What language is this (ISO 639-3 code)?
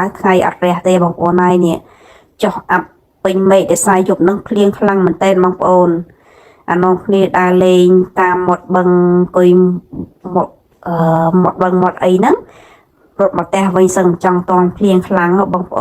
khm